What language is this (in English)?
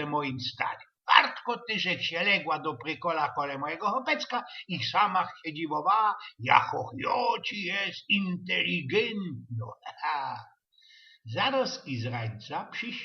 Silesian